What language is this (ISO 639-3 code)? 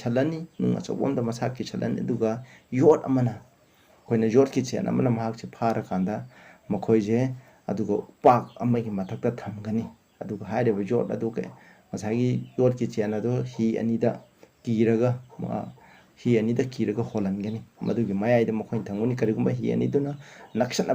mni